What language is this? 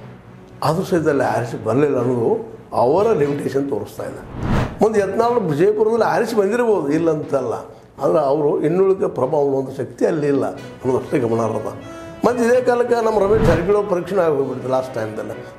Kannada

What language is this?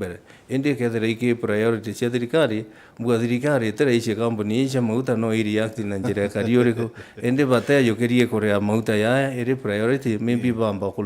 Meru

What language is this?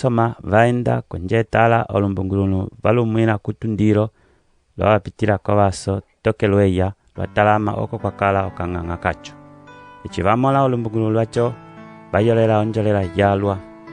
Umbundu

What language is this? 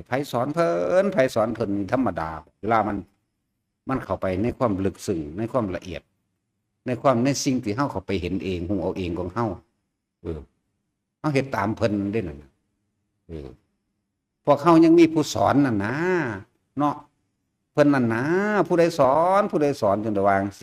Northeastern Thai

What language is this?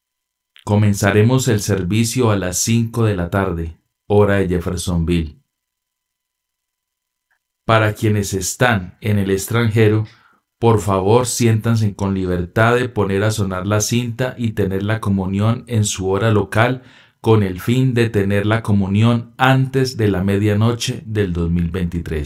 Spanish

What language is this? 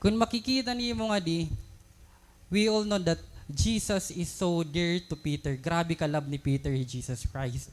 Waray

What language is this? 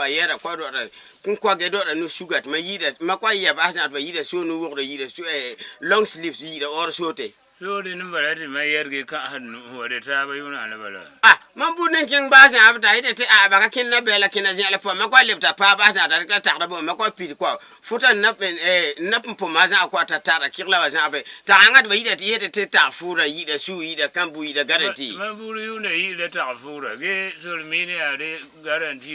Frafra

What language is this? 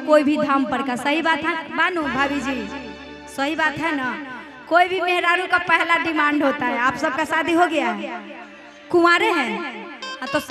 Bhojpuri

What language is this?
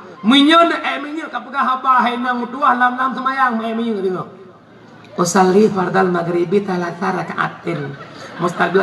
Achinese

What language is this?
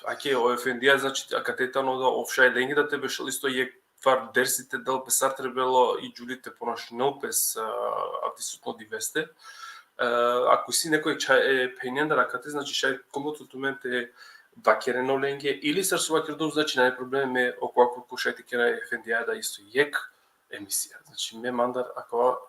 Balkan Romani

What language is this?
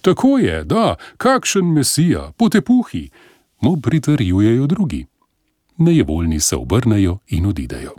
Slovenian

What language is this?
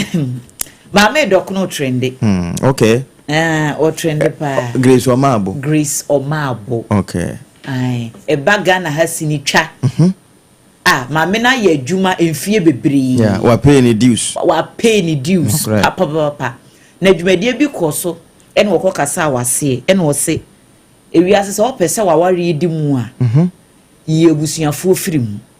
Akan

